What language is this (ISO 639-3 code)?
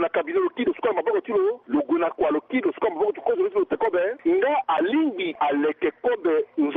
sag